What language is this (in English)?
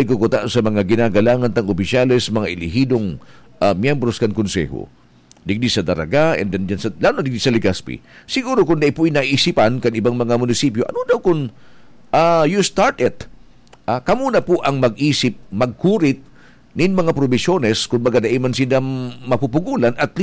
Bikol